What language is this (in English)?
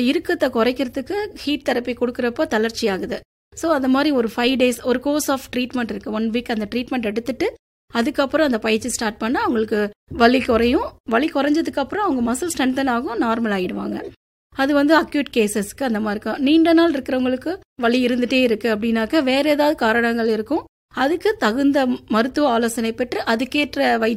Tamil